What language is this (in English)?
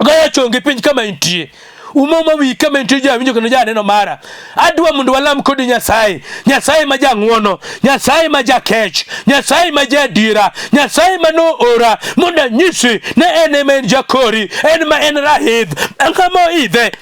Luo (Kenya and Tanzania)